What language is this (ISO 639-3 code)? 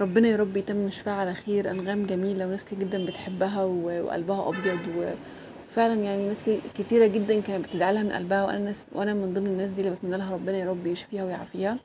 arz